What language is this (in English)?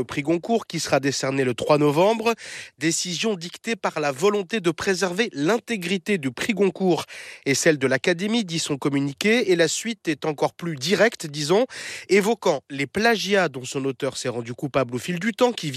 French